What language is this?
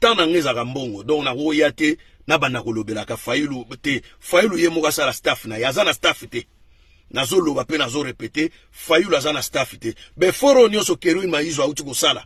Lingala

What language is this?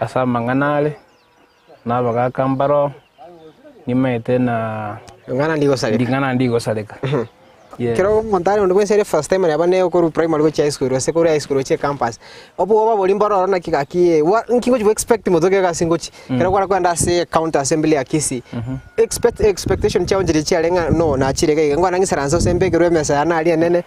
Gusii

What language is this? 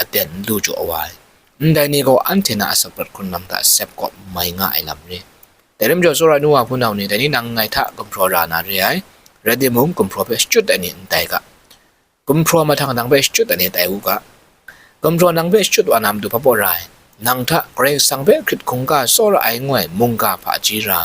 Kachin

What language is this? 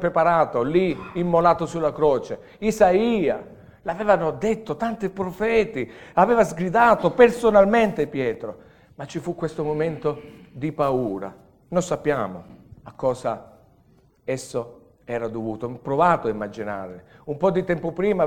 Italian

